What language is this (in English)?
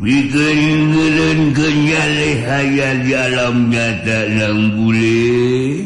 Sundanese